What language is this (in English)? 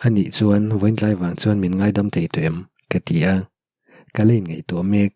Mizo